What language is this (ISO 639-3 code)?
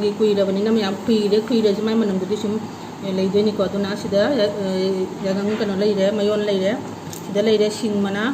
mni